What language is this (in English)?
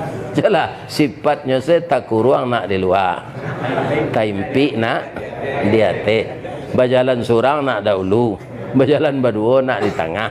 Minangkabau